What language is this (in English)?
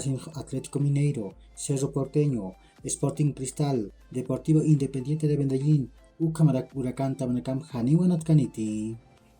Aymara